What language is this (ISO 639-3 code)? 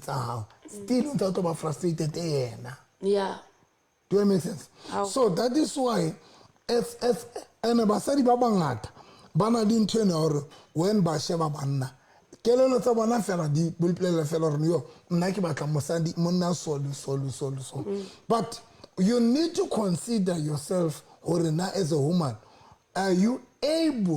sot